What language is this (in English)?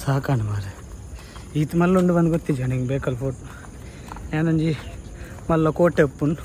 Tulu